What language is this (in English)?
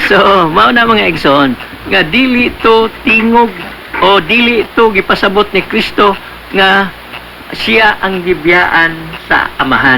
Cebuano